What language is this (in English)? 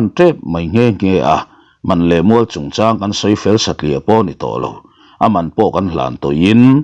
Mizo